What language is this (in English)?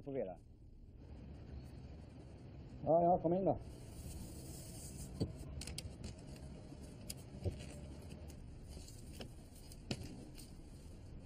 Swedish